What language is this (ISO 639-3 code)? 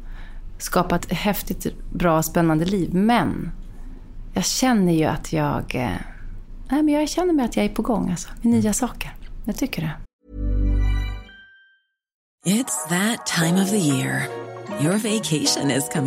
swe